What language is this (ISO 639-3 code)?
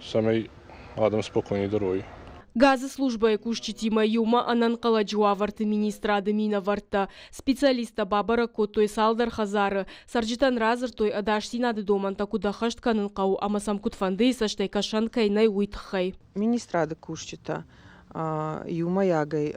oss